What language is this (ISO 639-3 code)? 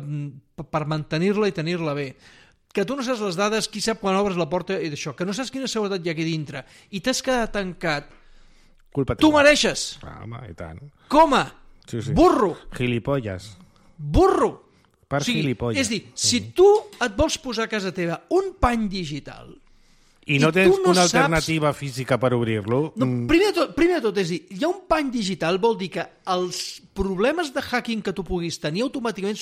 cat